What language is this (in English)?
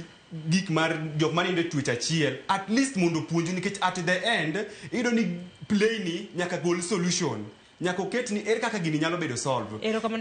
Luo (Kenya and Tanzania)